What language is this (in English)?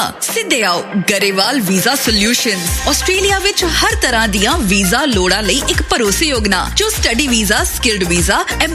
Punjabi